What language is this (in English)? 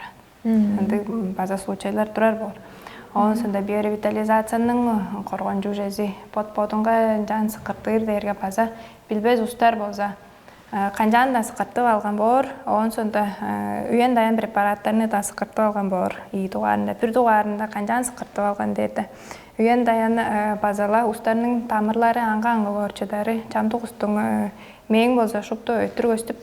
Tuvinian